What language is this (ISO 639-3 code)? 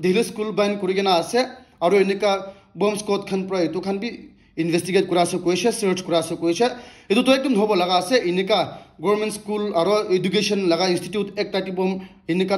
nag